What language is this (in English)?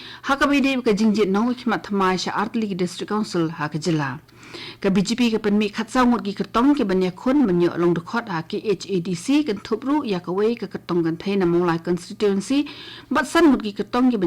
Khasi